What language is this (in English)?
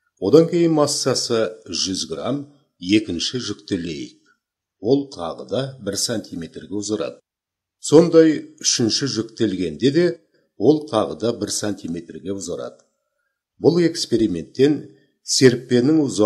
Kazakh